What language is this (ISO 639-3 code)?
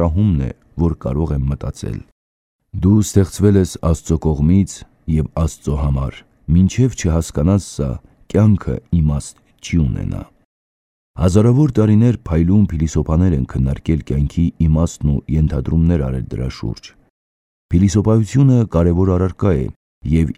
hye